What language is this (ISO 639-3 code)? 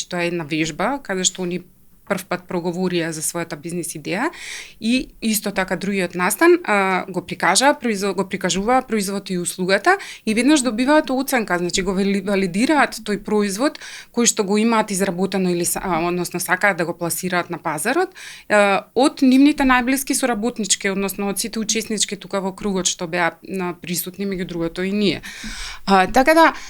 mkd